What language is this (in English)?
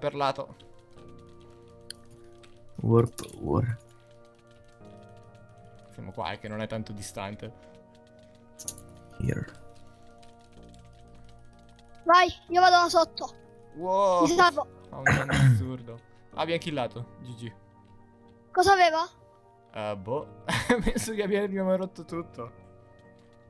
Italian